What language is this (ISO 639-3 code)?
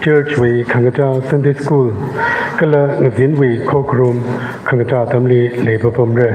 nmf